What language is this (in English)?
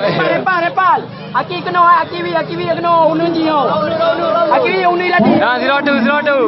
Achinese